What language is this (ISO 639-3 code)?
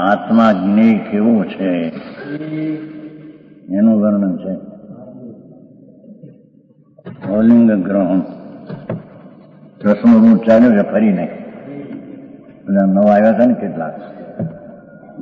guj